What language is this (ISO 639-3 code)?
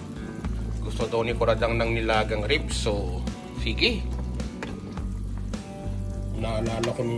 fil